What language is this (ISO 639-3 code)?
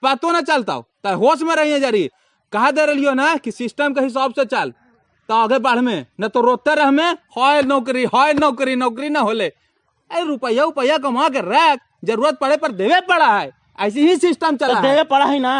mag